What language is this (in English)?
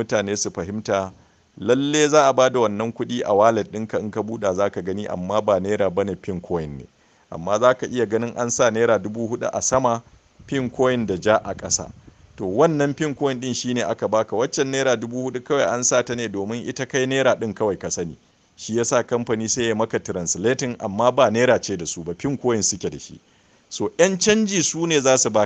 Hausa